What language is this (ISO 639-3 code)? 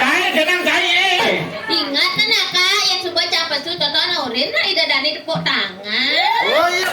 ban